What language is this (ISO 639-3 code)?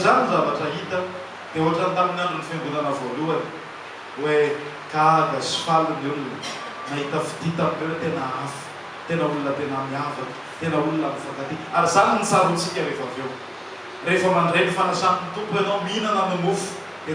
mlg